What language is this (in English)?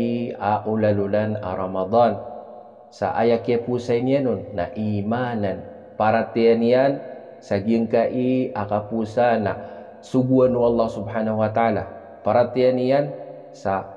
Maranao